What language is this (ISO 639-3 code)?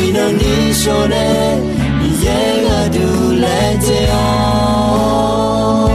ahk